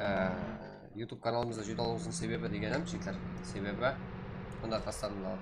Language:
Kara-Kalpak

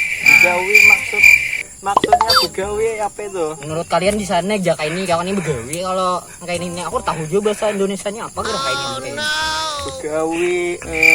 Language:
Banjar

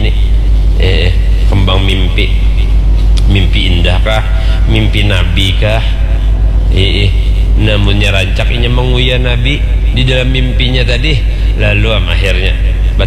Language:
Banjar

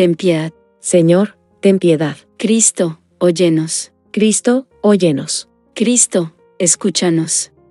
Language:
Spanish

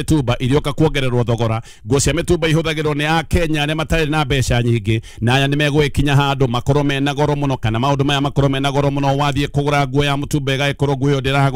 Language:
Kikuyu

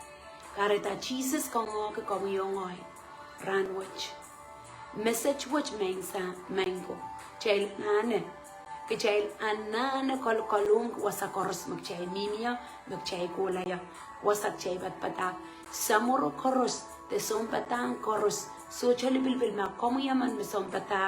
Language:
Pohnpeian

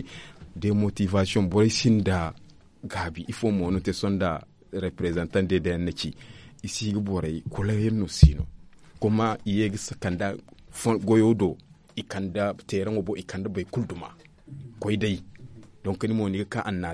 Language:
Zarma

